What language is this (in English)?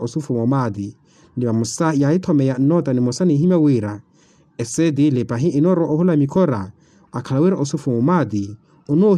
Makhuwa